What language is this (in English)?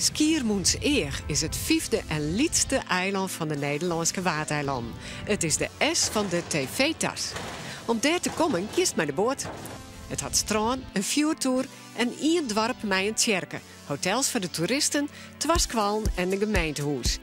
Western Frisian